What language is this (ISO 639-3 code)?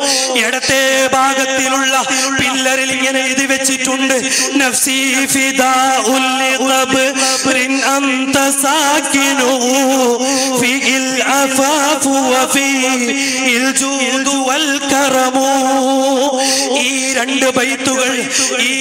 mal